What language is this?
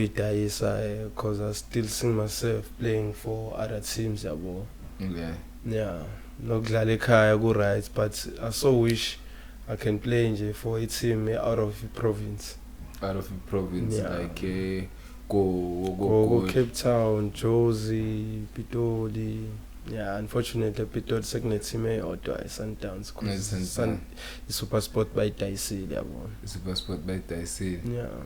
Zulu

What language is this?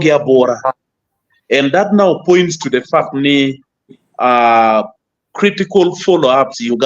Acoli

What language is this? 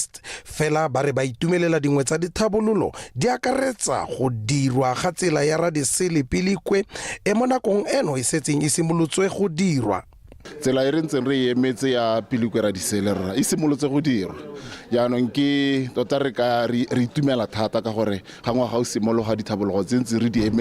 Tswana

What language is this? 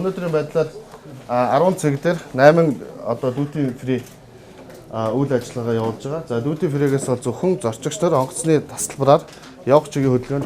Mongolian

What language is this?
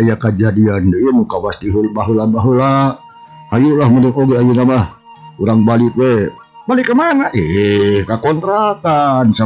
Sundanese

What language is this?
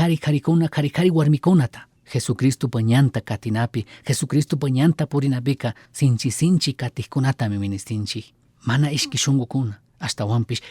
Chimborazo Highland Quichua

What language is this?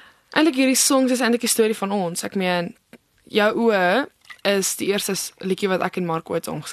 Afrikaans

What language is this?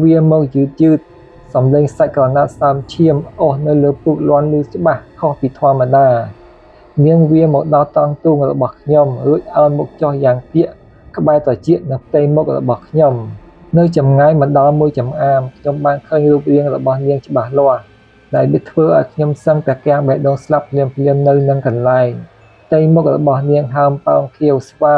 Khmer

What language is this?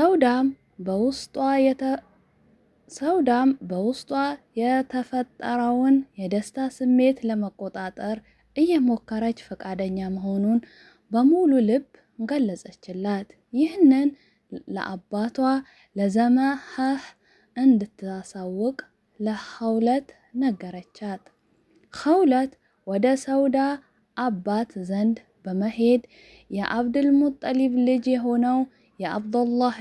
Amharic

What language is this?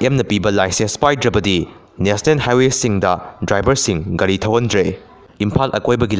Manipuri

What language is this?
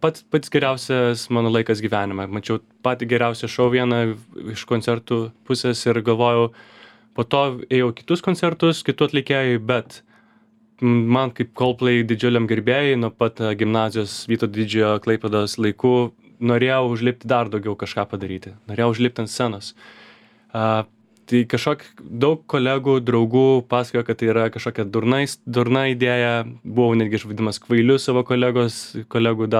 Lithuanian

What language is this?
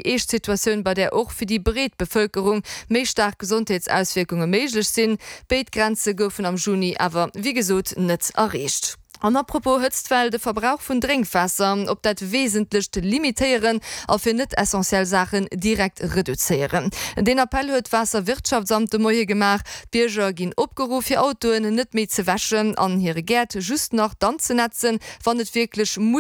Luxembourgish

